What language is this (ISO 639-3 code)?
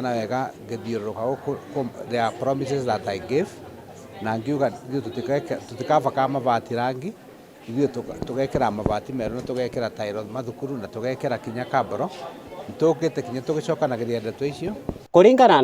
kik